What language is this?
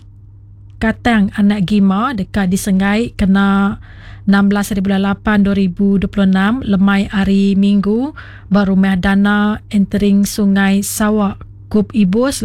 Iban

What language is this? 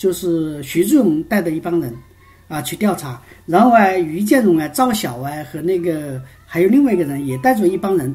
Chinese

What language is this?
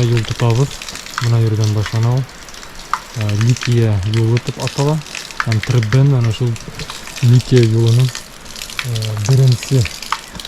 Bashkir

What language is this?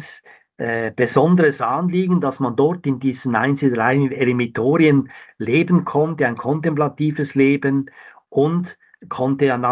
German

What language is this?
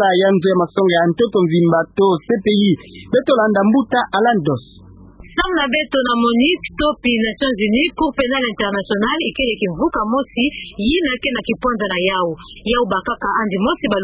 Kituba (Democratic Republic of Congo)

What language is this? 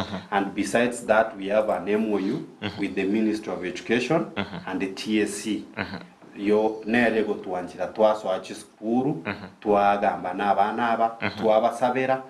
Gusii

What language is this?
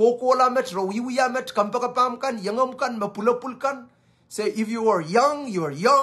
Pohnpeian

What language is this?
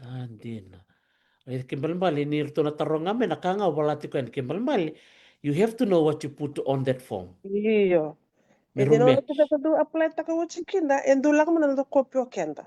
Fijian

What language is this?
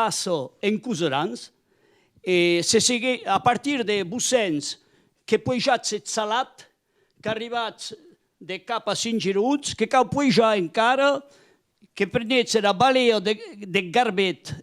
Occitan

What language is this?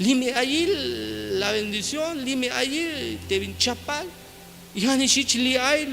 Tzeltal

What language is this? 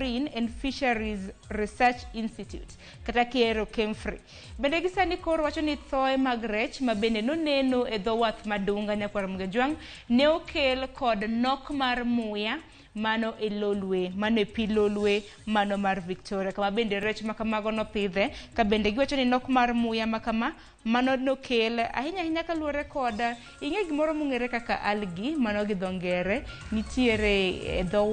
Luo (Kenya and Tanzania)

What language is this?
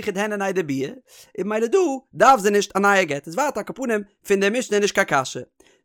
Yiddish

